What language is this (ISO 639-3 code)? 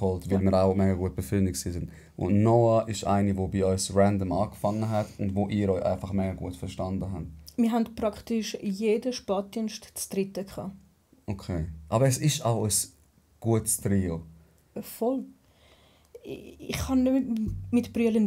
gsw